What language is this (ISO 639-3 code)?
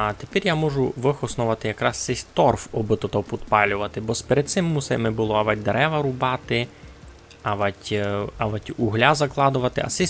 rue